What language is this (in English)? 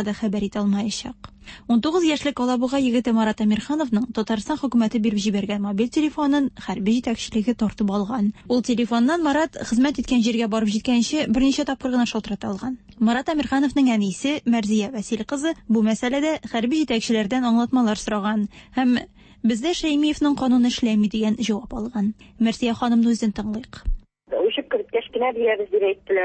Tatar